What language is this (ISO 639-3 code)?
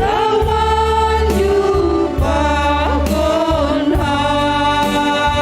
bts